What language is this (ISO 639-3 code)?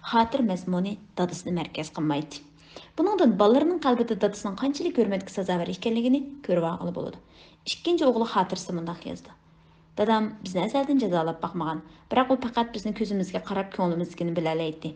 uig